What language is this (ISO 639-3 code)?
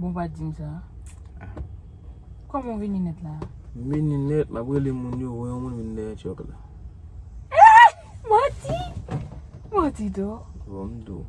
hat